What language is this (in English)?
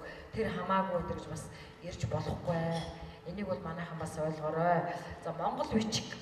Mongolian